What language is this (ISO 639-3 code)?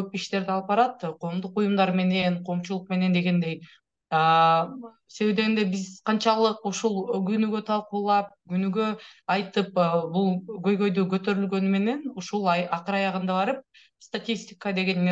kir